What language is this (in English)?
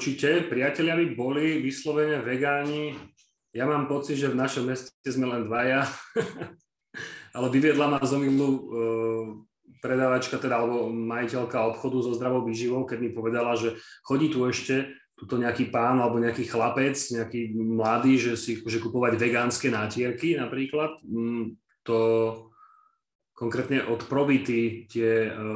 Slovak